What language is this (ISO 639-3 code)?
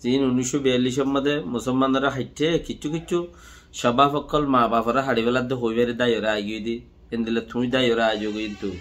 rhg